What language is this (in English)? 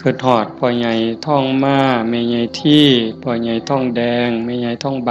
Northeastern Thai